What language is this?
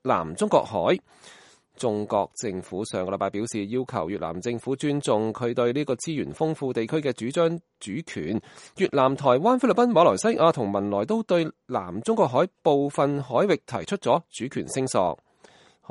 Cantonese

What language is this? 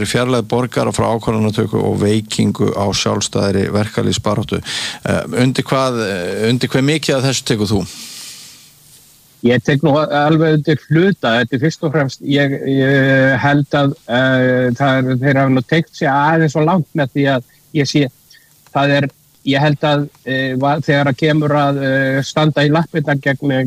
Icelandic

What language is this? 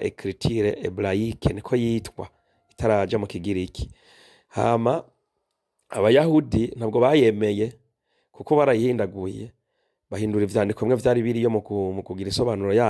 Rundi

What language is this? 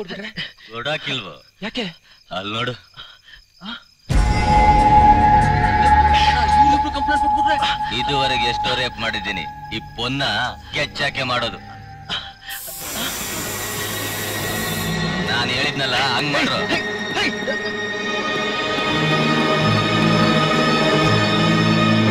Kannada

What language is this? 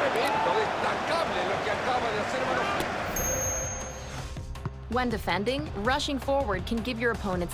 Spanish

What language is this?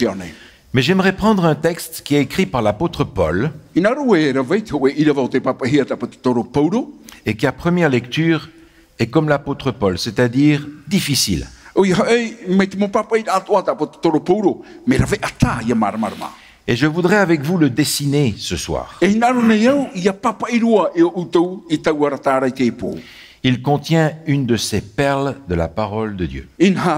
Tahitian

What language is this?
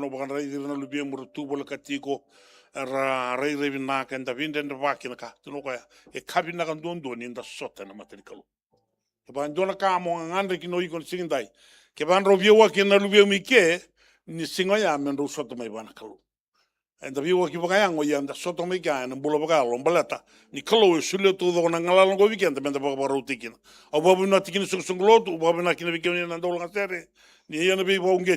Fijian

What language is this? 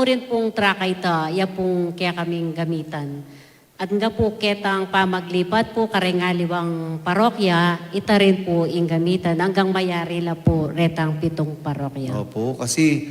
Pampanga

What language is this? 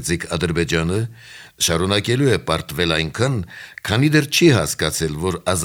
Armenian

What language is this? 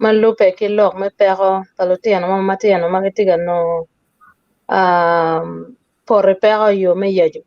Acoli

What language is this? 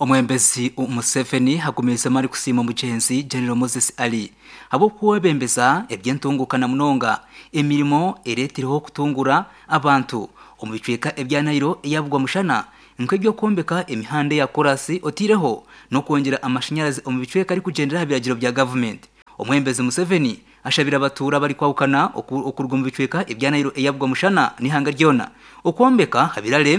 Nyankole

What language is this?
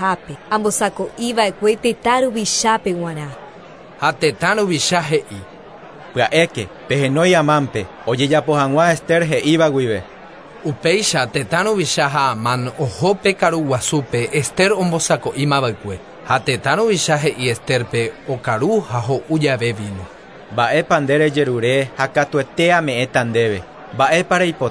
Guarani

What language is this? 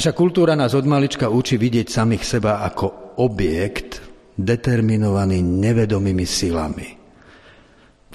Slovak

